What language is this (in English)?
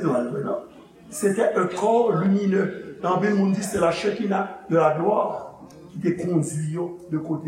Haitian Creole